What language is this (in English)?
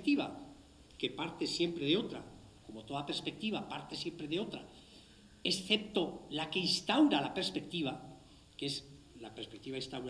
Spanish